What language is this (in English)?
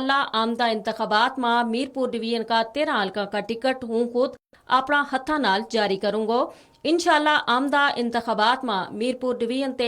Gujari